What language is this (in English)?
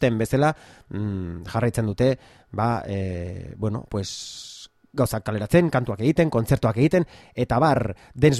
Basque